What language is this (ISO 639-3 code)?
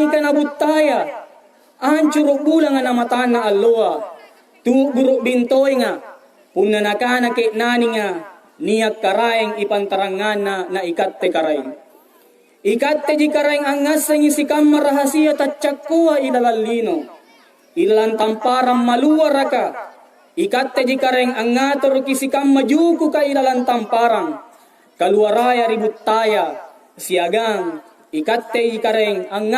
mak